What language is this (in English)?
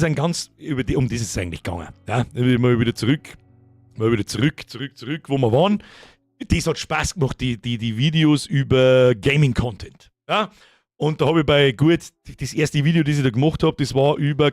Bavarian